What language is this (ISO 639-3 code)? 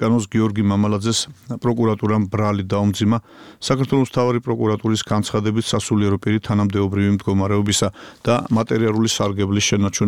kat